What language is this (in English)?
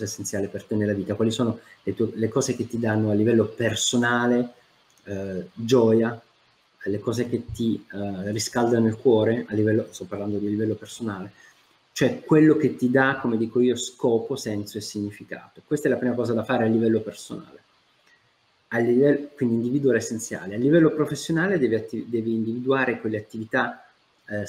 Italian